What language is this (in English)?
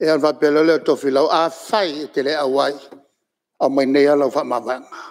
Samoan